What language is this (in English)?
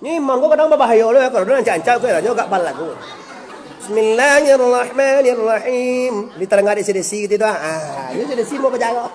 Minangkabau